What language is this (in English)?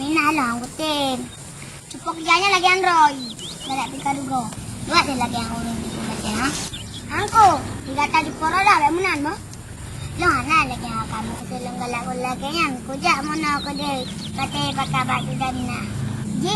Achinese